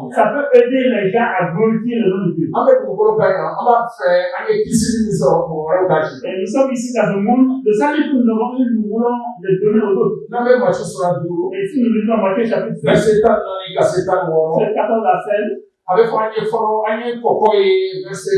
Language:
Bambara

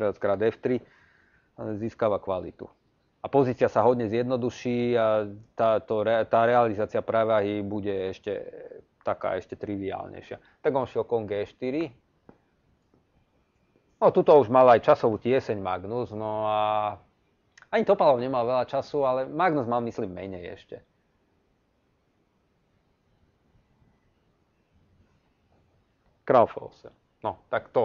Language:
Slovak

